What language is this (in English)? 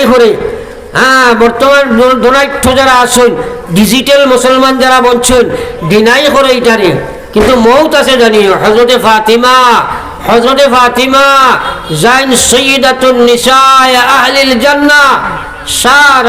Sylheti